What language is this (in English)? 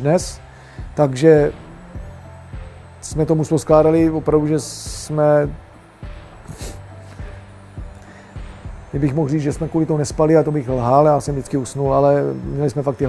Czech